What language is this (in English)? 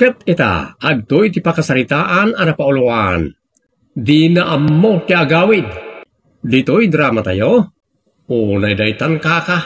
Iloko